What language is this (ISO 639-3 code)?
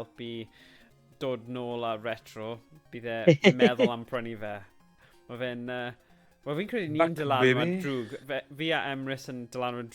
cym